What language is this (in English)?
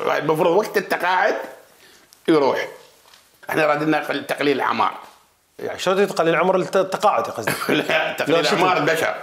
Mesopotamian Arabic